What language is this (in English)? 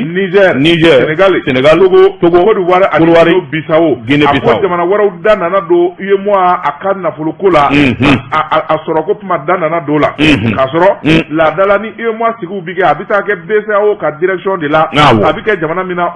Bambara